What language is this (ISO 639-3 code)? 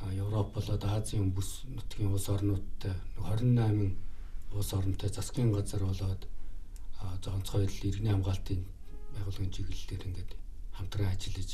mon